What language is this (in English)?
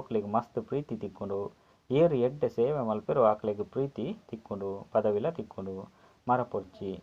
Tulu